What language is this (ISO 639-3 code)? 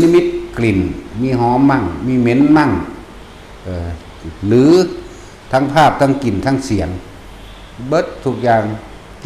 tts